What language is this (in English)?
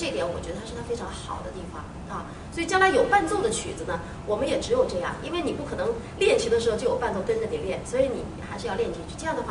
Chinese